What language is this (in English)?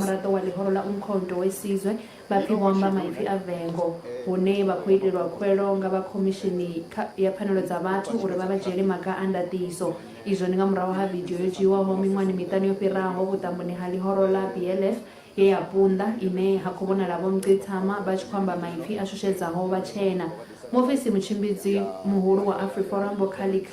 Venda